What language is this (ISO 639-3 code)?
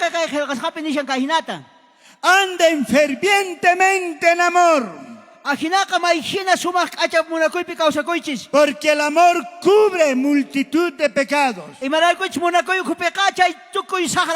quh